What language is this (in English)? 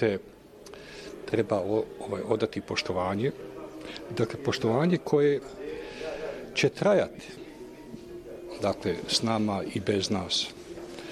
Bosnian